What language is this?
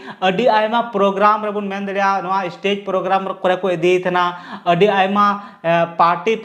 Santali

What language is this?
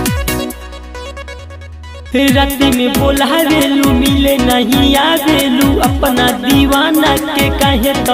Bhojpuri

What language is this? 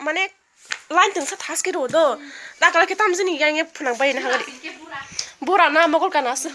Kok Borok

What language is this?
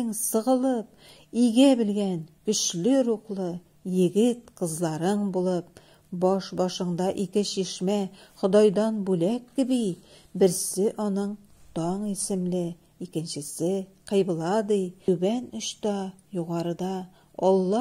Tatar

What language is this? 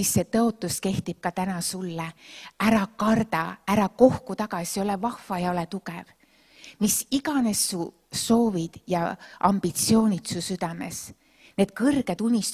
Estonian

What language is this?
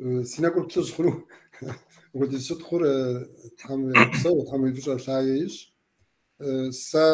Kabardian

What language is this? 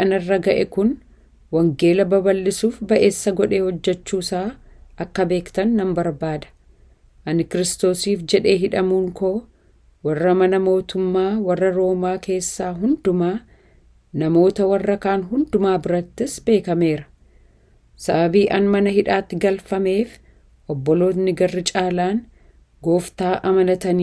Oromo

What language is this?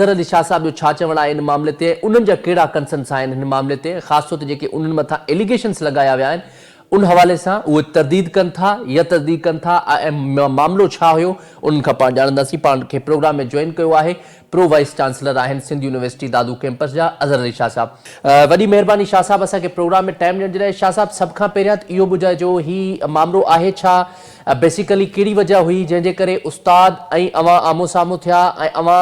Sindhi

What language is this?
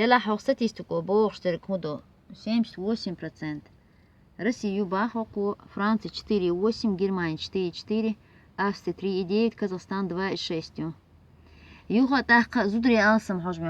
Chechen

